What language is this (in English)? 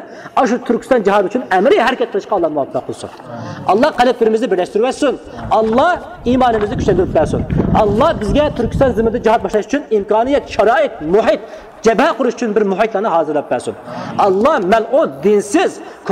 Uyghur